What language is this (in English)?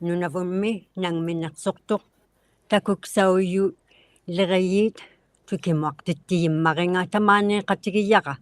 Inuktitut